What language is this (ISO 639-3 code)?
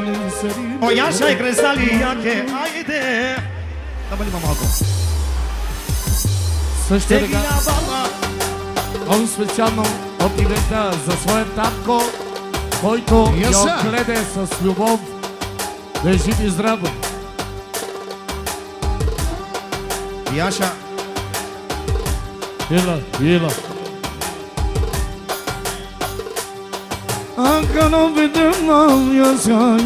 bul